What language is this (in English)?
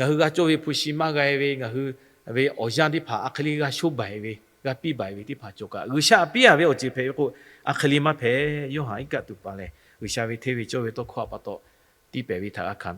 Lahu